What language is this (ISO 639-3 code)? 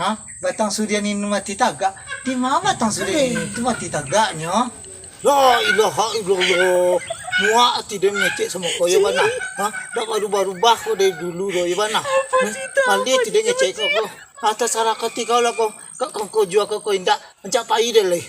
min